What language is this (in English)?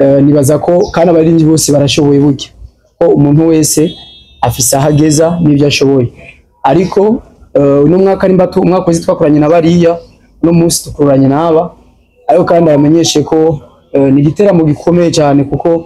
Rundi